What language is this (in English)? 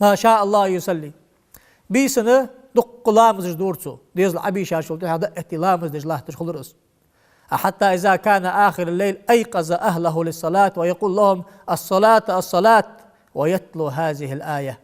Ingush